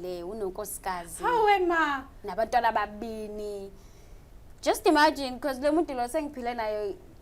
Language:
Zulu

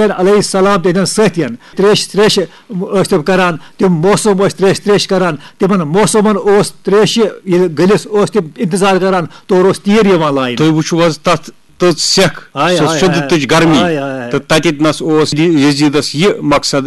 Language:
Kashmiri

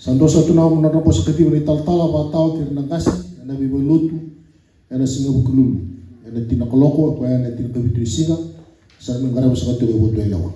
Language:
Fijian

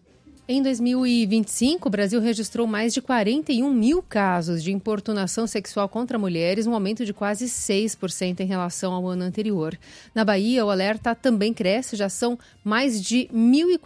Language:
Portuguese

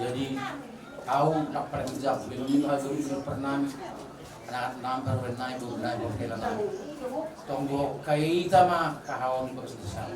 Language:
Batak Simalungun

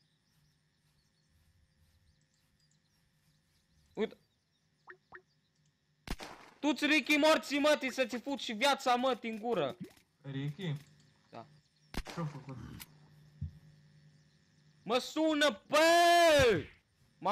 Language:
Romanian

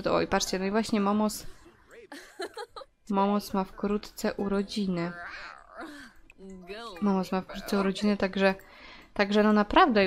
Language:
Polish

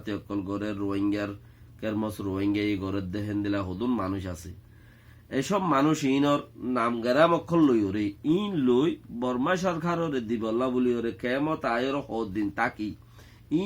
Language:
Rohingya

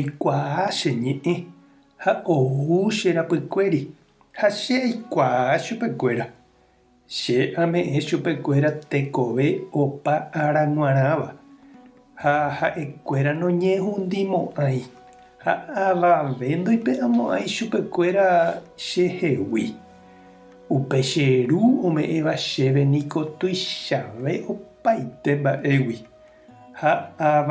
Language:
Guarani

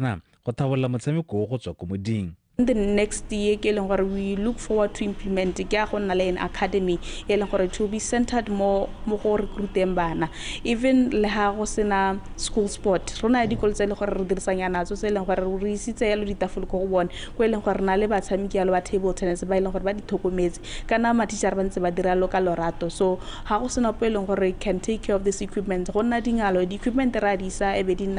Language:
Tswana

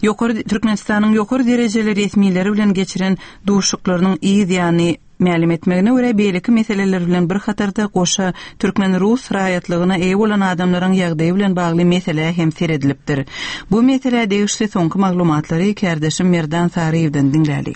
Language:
Turkmen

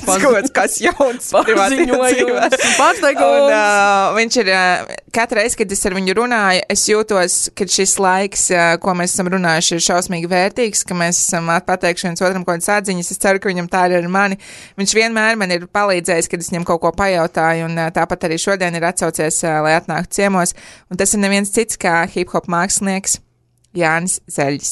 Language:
Latvian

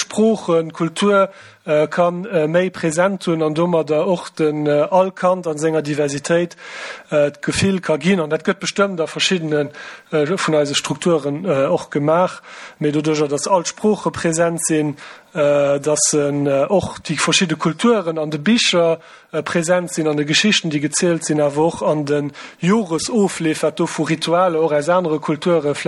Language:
Luxembourgish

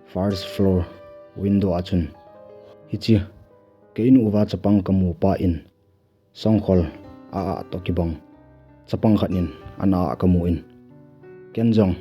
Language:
Thado Chin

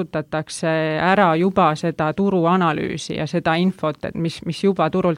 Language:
Estonian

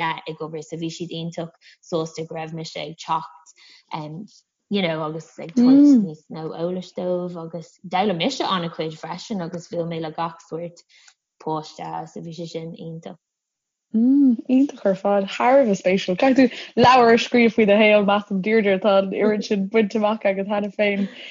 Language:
Irish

